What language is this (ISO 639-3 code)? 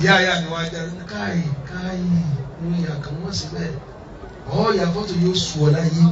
yor